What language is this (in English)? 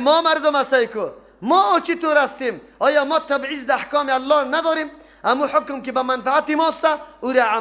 Persian